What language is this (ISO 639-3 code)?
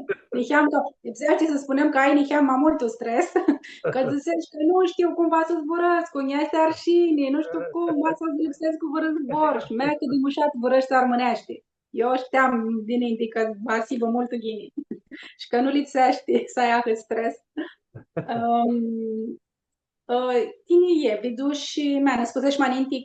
rup